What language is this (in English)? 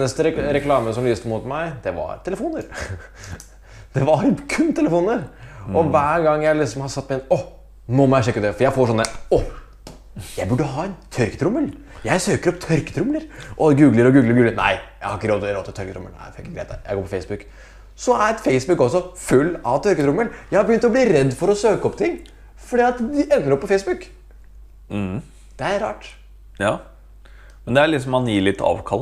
Norwegian